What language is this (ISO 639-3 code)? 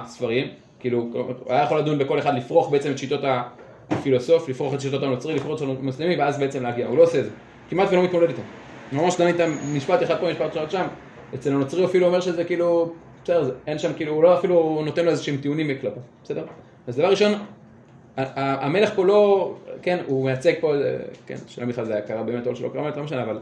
heb